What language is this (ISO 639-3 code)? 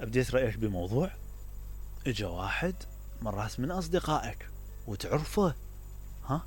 acm